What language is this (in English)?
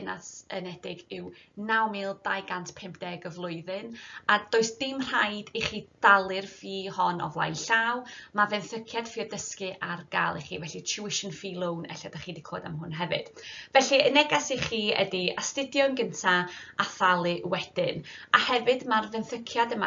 Welsh